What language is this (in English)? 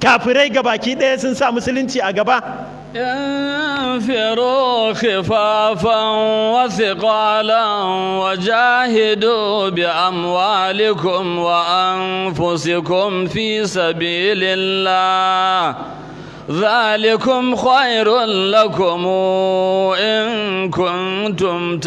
Hausa